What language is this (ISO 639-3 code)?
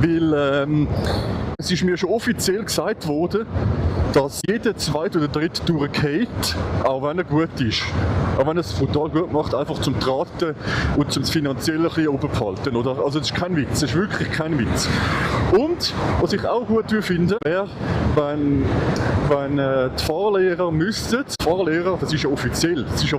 gsw